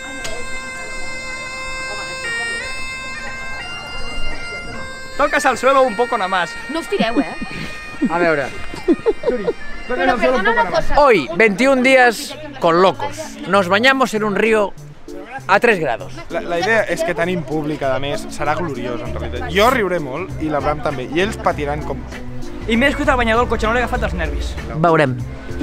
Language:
Catalan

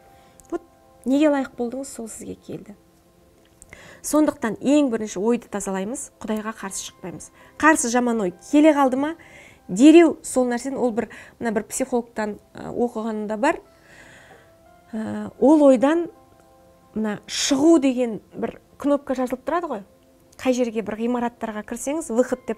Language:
Kazakh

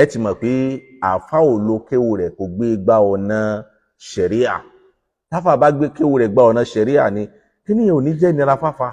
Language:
Yoruba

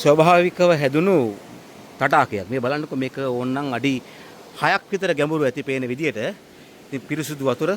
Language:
Sinhala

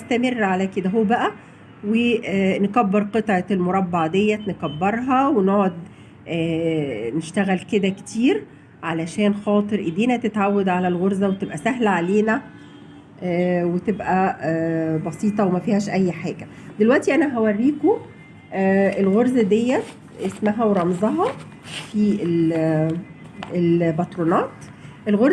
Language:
Egyptian Arabic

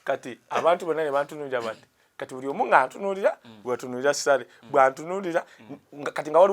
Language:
Ganda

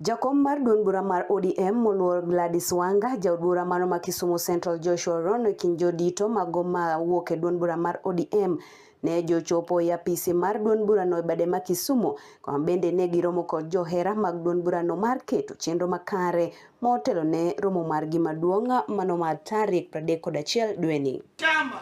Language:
Luo (Kenya and Tanzania)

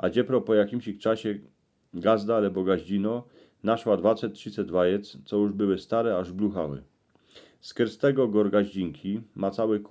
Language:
Silesian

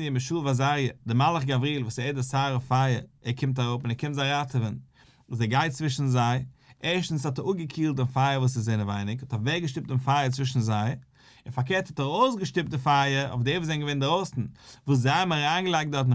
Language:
Yiddish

